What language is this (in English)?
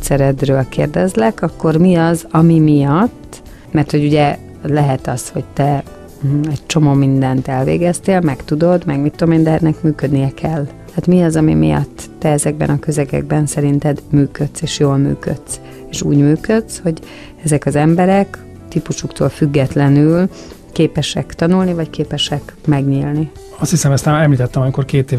Hungarian